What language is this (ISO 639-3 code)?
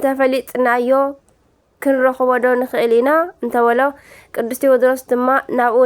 tir